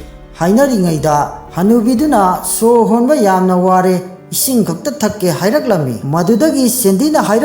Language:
Manipuri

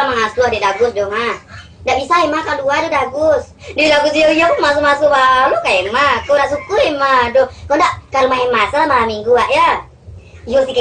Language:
Minangkabau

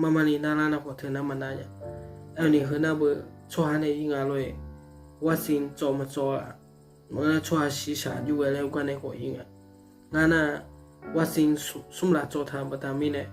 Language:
Akha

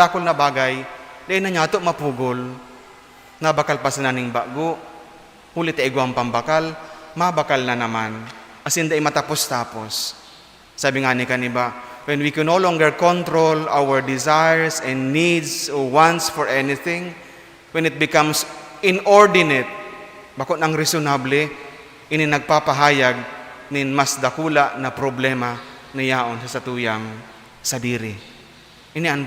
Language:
Bikol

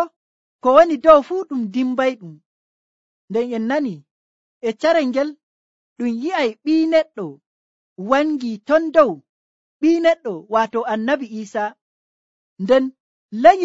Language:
Nigerian Fulfulde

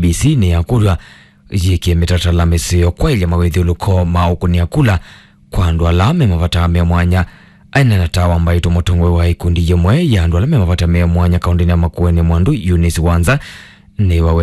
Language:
Kamba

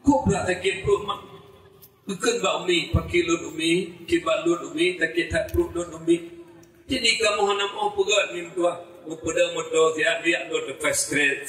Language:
Achinese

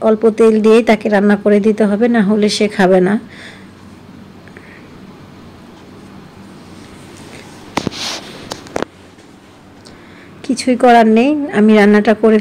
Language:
Bangla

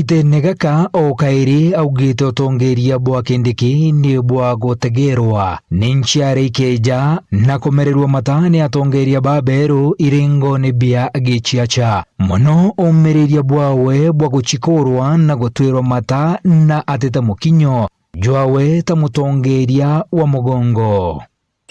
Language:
Meru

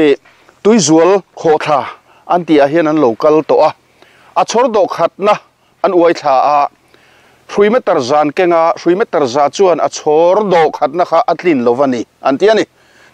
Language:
Mizo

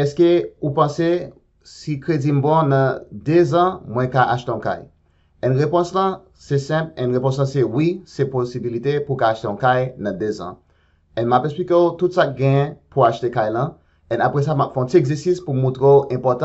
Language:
Haitian Creole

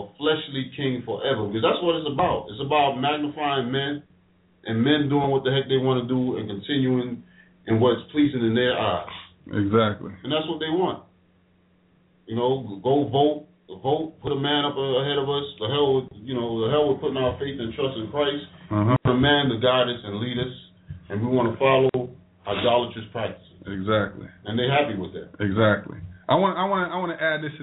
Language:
English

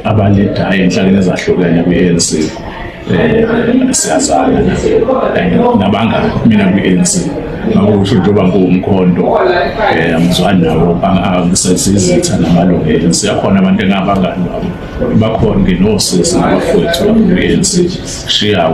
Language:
Zulu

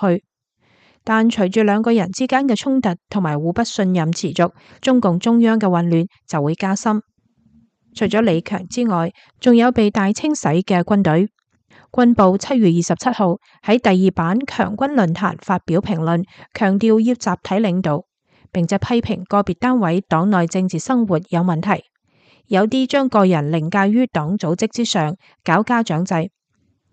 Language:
Cantonese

